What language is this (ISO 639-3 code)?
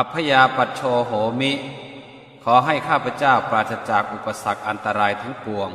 pli